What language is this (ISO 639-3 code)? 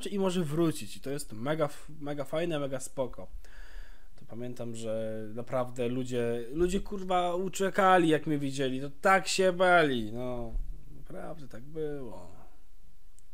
pol